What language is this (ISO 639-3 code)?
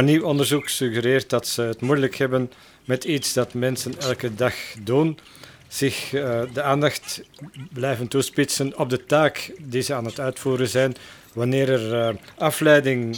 nld